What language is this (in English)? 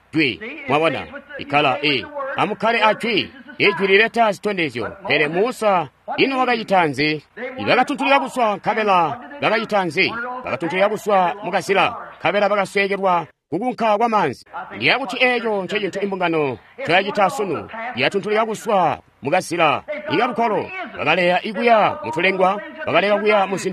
Tonga (Zambia)